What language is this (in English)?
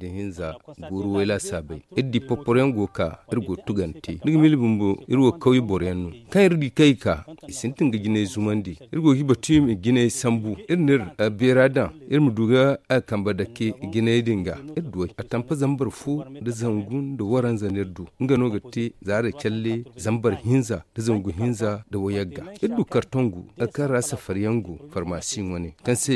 Zarma